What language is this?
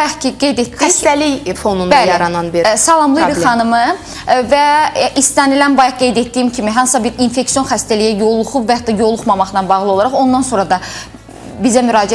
Azerbaijani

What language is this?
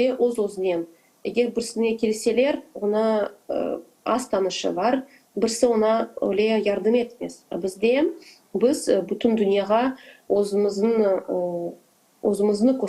Crimean Tatar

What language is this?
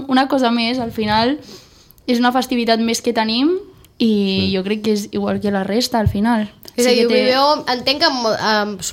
Catalan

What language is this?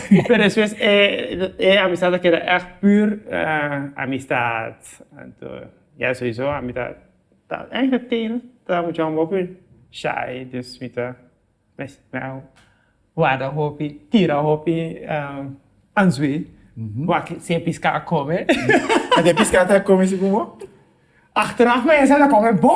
Papiamento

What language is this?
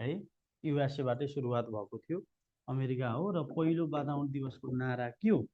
Nepali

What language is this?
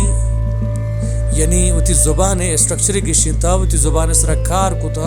Baluchi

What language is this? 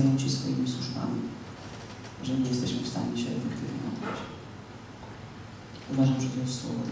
Polish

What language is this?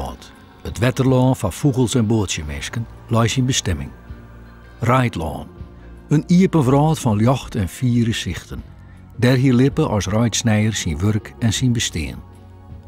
Western Frisian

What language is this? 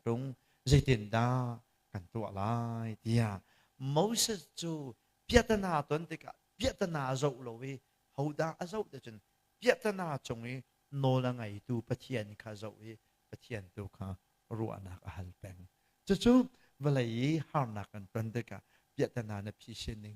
Hakha Chin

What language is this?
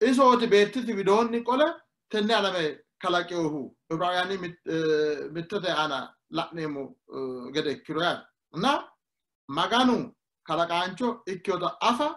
Sidamo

